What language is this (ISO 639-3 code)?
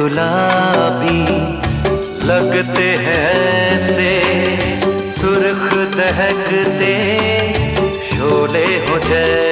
hin